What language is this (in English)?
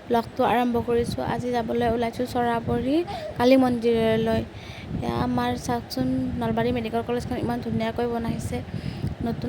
Assamese